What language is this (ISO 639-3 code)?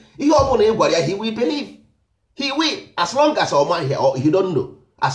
ibo